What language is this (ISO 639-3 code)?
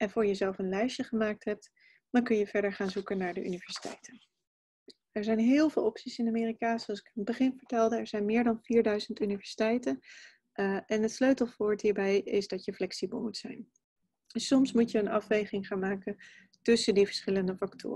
nld